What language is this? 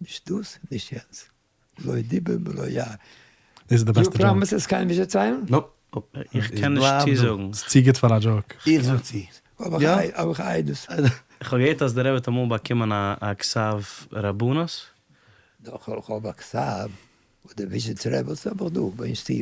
Yiddish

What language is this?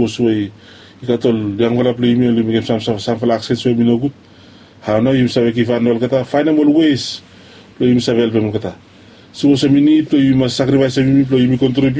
Bislama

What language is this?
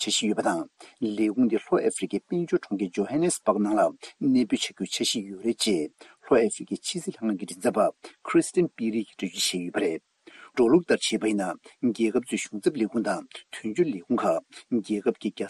Tibetan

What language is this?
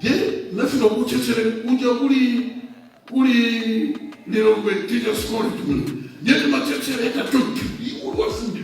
Nyanja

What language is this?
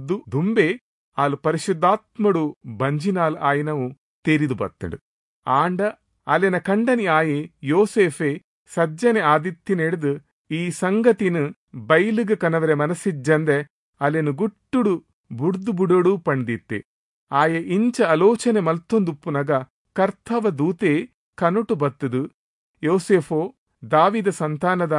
Tulu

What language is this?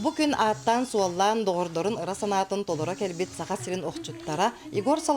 Yakut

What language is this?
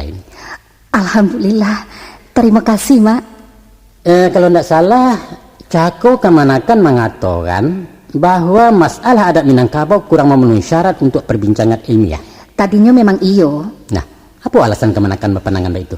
Minangkabau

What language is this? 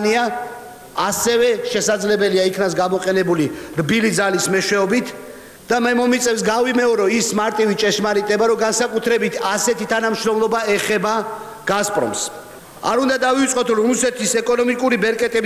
Georgian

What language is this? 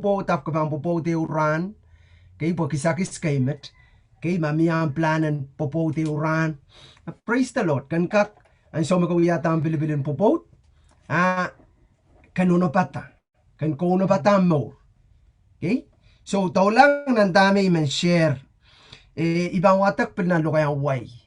Pohnpeian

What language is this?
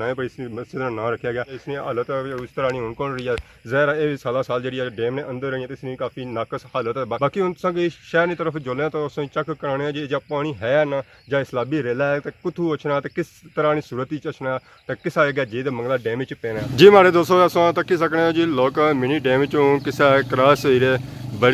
Pahari-Potwari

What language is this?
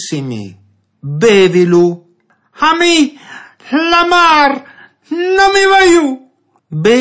Friulian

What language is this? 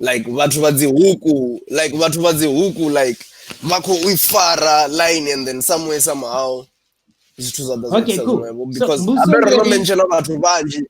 Venda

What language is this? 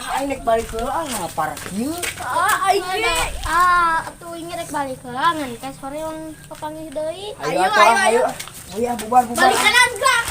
Sundanese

